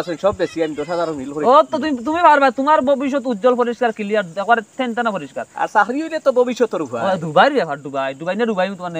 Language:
Sylheti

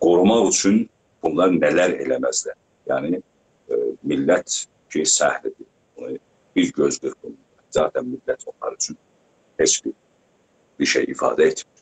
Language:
South Azerbaijani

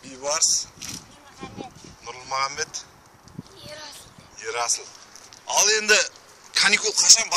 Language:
Kara-Kalpak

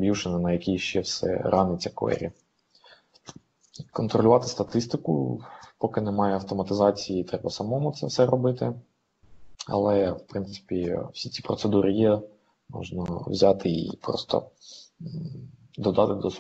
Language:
Ukrainian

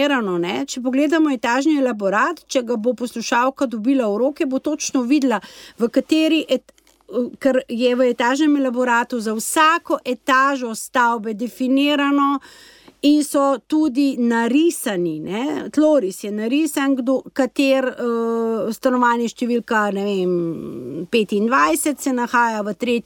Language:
Slovenian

